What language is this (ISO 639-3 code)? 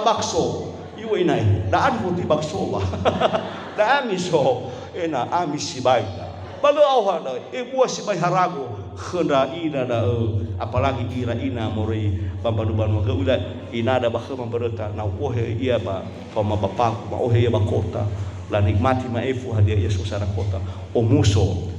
nia